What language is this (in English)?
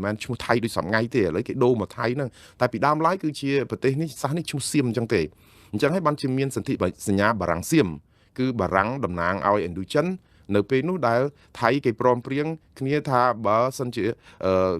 Khmer